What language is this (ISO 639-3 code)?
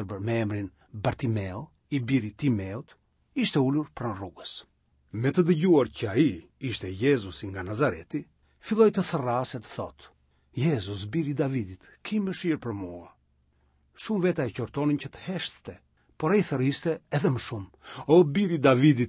sqi